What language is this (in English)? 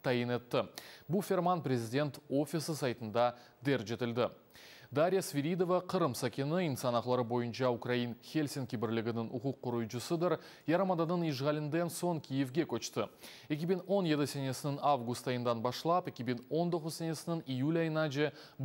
Crimean Tatar